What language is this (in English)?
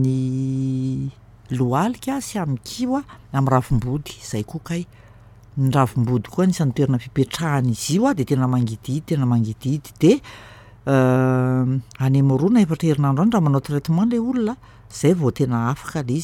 Malagasy